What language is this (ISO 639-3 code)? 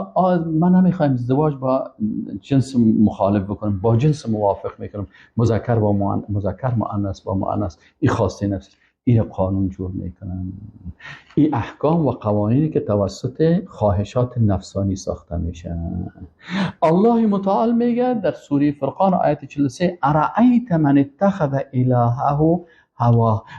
fas